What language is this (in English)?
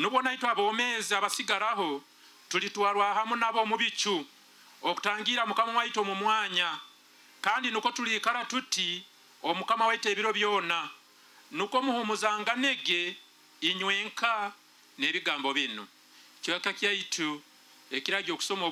Nyoro